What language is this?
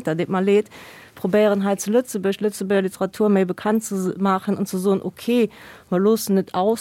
Luxembourgish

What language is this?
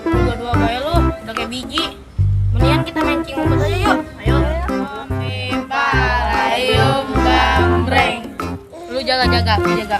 Betawi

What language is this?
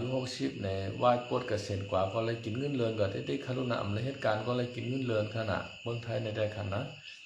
Shan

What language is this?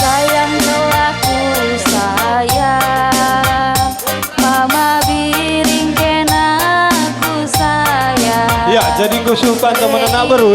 Batak Karo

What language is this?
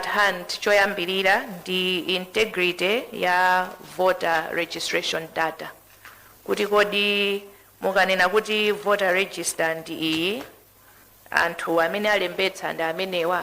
Nyanja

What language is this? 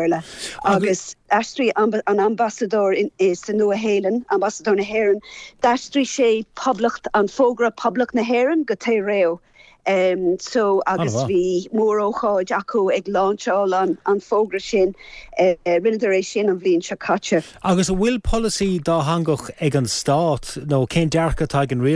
Irish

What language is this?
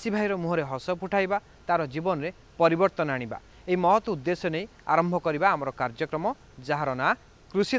Odia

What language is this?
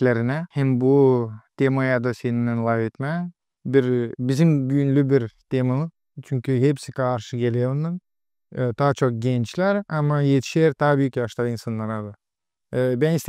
Gagauz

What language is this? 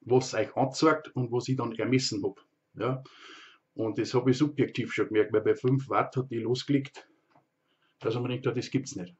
Bavarian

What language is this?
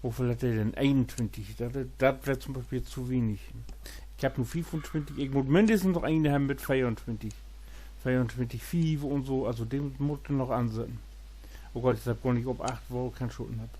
Low German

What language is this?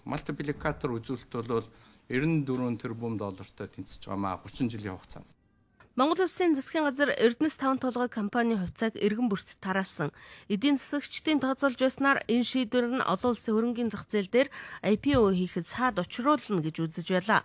Mongolian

